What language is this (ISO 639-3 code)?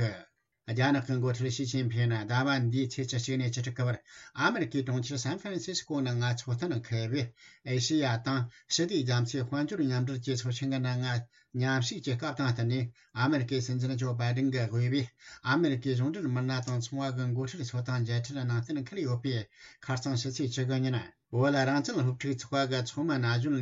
bod